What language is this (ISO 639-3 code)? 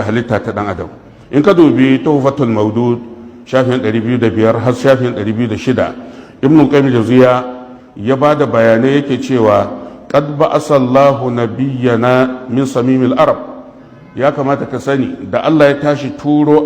hau